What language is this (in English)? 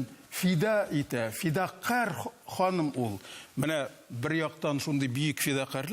Tatar